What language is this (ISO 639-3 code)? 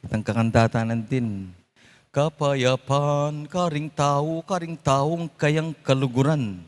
pam